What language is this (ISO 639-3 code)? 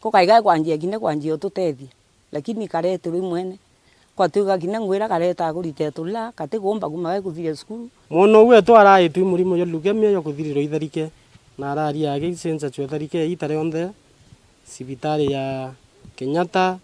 mer